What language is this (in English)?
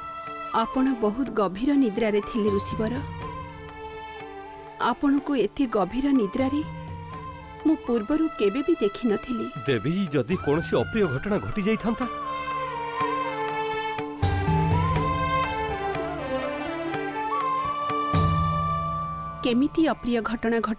Odia